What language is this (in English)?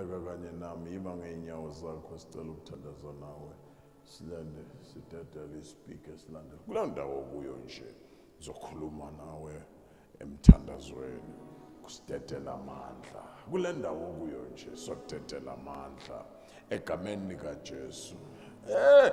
Zulu